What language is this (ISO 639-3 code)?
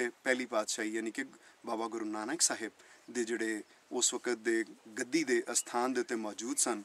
pan